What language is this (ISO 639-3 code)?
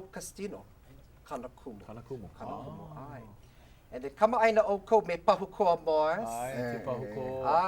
haw